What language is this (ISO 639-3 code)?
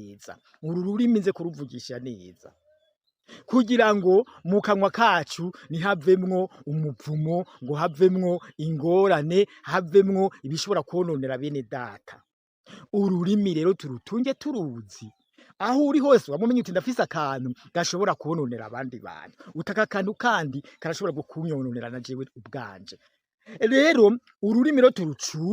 run